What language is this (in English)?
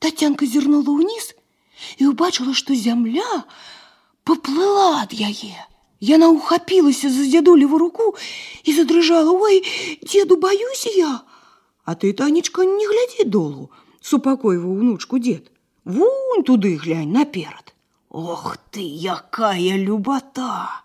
Belarusian